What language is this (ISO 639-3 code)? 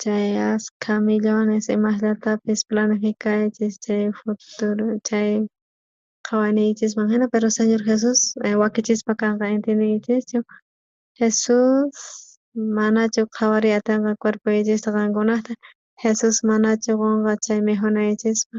quh